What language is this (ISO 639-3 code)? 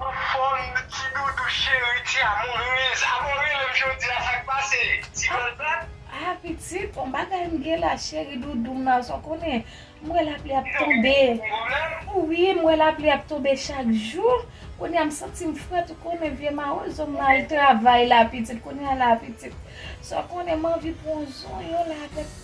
hat